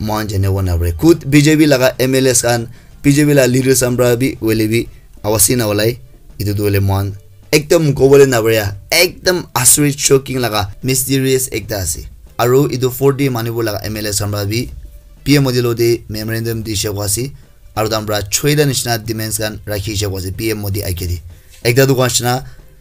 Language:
Naga Pidgin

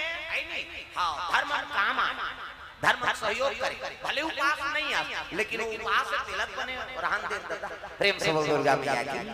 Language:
Chhattisgarhi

